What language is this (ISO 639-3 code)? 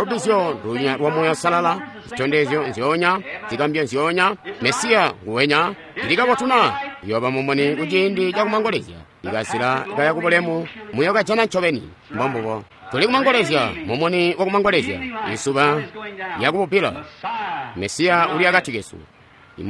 toi